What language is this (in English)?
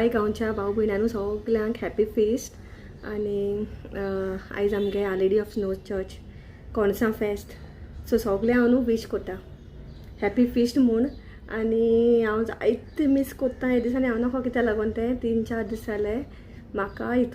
Konkani